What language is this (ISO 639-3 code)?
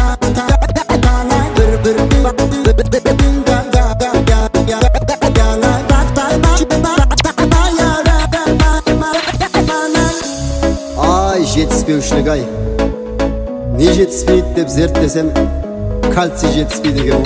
kaz